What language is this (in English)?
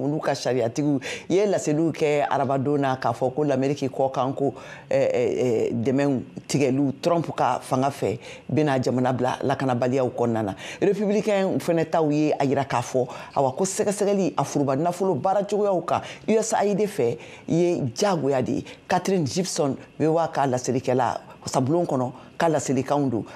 Bambara